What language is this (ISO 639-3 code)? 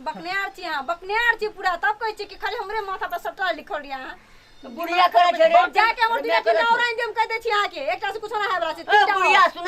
mai